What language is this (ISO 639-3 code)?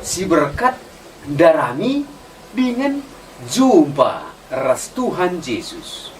btx